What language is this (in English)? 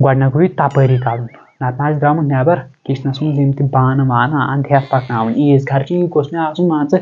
Kashmiri